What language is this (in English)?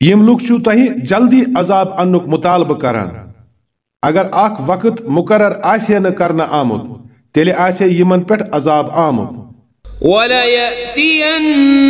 Kashmiri